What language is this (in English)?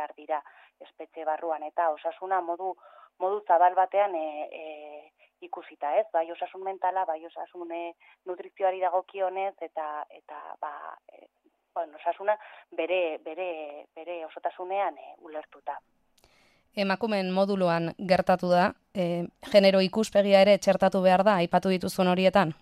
Basque